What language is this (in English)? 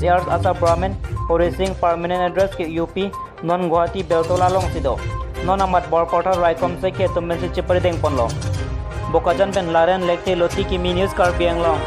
Karbi